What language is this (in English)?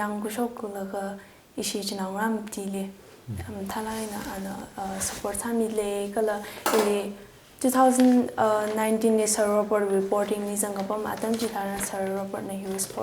Tangkhul Naga (India)